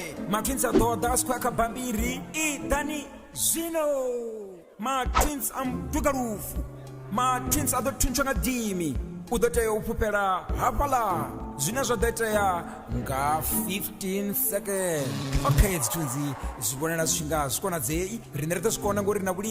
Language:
Venda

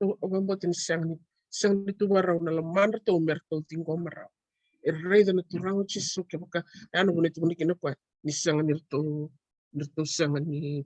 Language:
Fijian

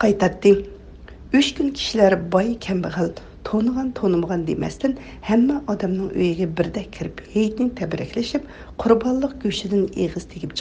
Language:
Uyghur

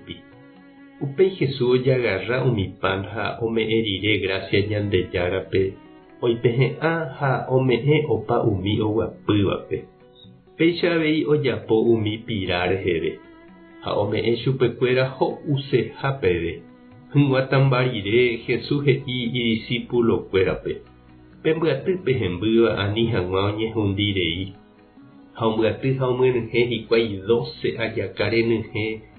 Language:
Guarani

